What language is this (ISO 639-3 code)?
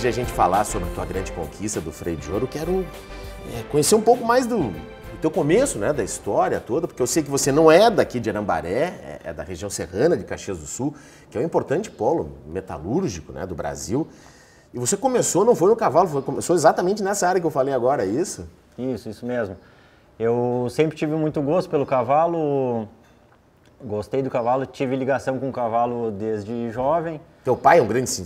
por